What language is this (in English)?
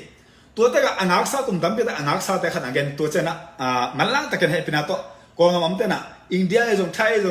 Tedim Chin